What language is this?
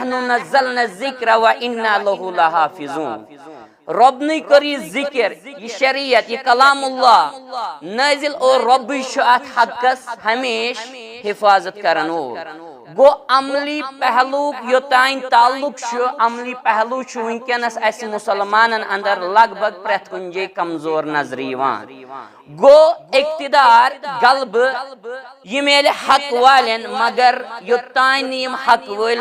Kashmiri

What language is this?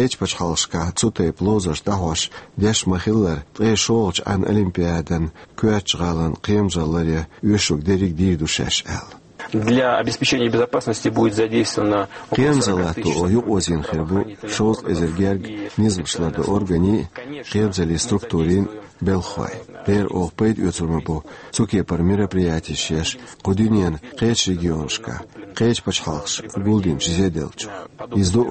Chechen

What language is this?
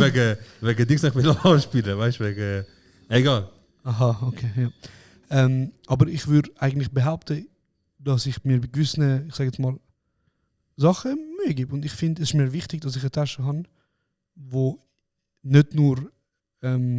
Swiss German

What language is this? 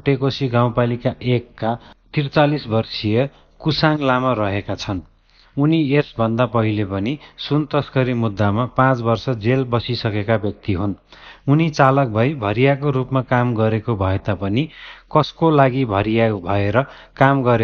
Nepali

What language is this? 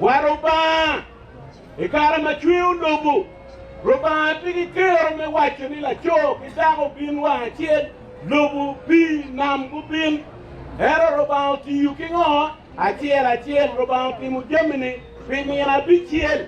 Acoli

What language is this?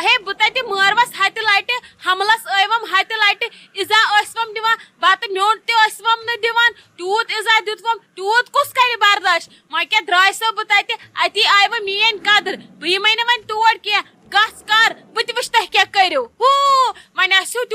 Kashmiri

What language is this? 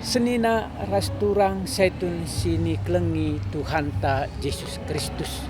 Batak Karo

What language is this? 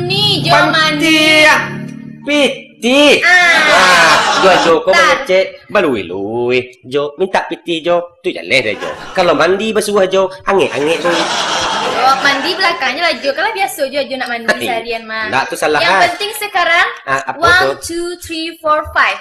Minangkabau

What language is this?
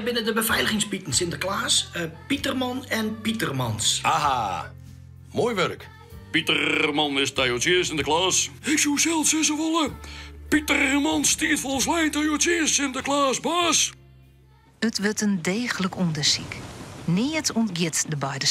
Western Frisian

